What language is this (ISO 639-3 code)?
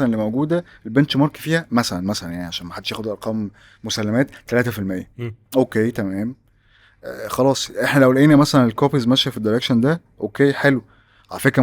arz